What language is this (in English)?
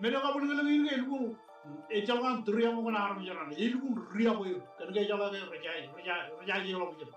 Marshallese